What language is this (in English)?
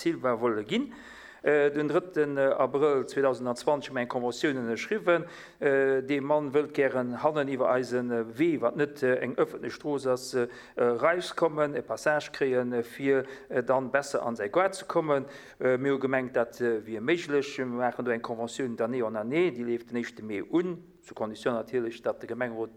Luxembourgish